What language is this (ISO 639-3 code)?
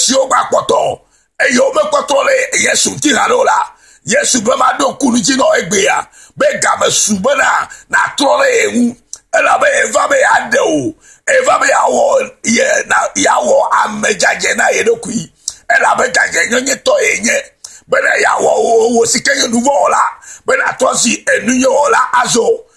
ewe